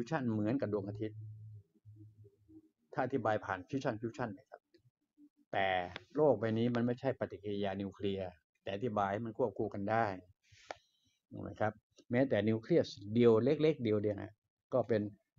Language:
Thai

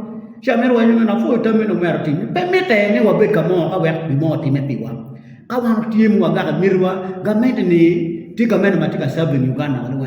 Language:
Acoli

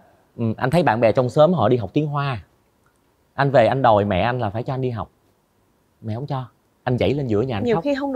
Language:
Vietnamese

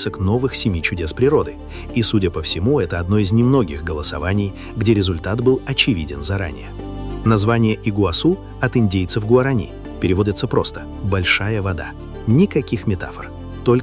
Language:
Russian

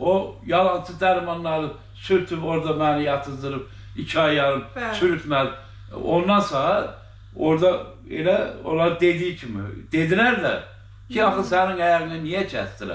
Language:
Azerbaijani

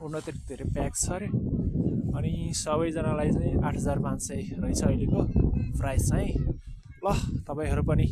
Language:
Nepali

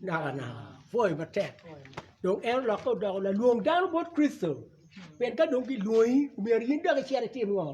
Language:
Acoli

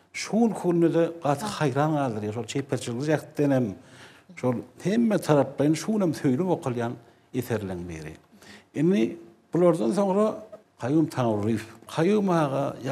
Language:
Turkmen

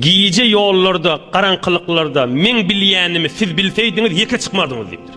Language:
Turkmen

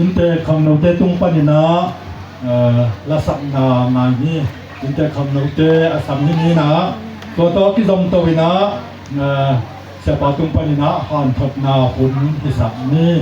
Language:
Tedim Chin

